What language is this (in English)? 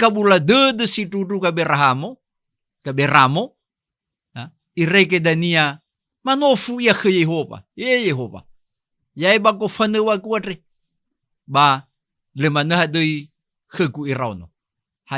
Nias